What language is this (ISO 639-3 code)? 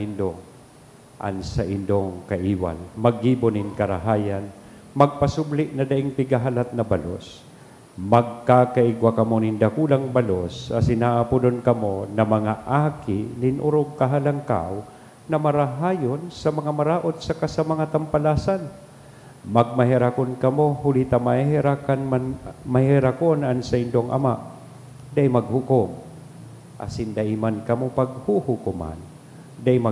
bik